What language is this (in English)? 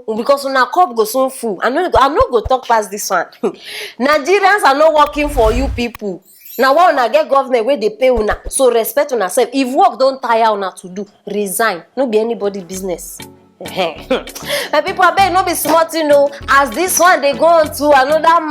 Nigerian Pidgin